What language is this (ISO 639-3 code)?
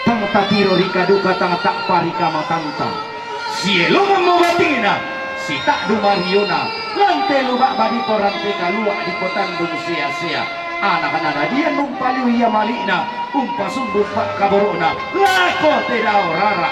sda